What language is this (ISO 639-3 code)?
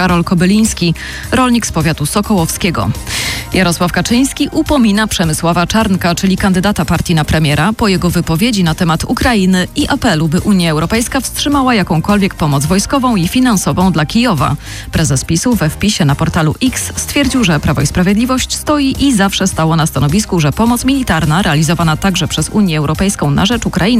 pol